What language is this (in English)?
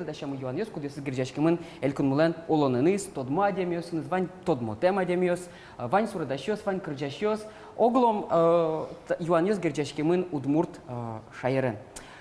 Udmurt